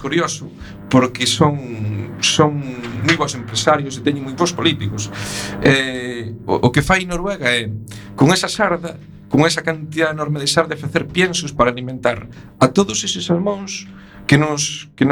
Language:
Galician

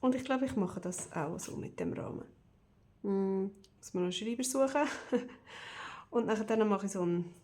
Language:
Swiss German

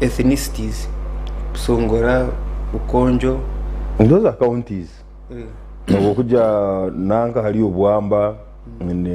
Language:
Nyankole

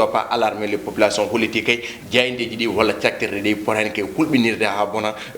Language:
Fula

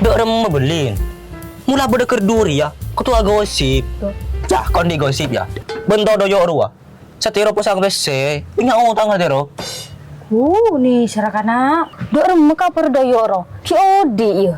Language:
Madurese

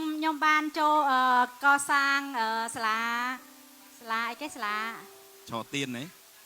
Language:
Khmer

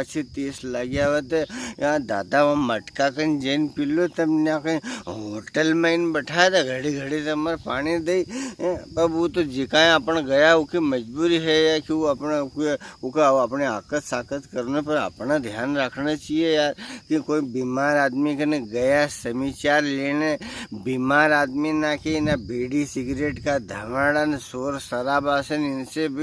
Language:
Rajasthani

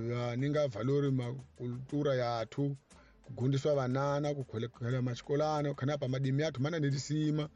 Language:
Tsonga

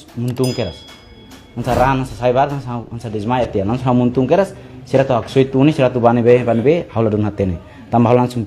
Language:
Tetum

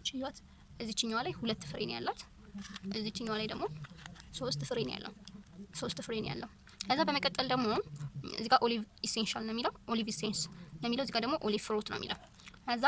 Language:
Amharic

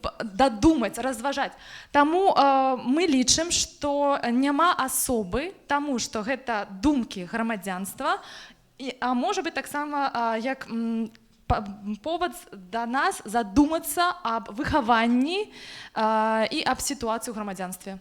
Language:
Belarusian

